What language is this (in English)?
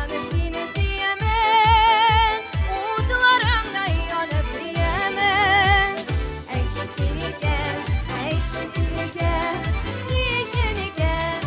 Tatar